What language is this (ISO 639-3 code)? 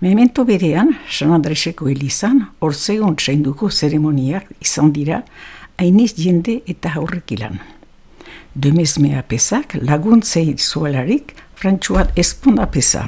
eus